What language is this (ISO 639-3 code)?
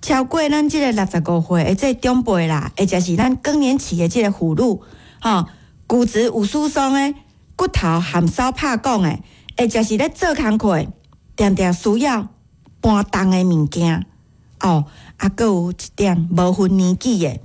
nan